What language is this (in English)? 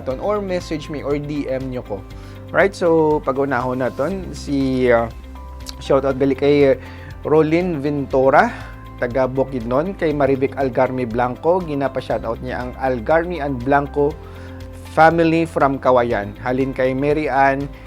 Hiligaynon